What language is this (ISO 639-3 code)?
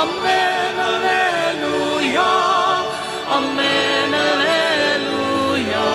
pam